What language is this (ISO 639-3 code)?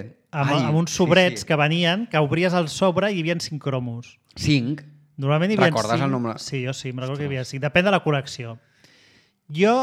cat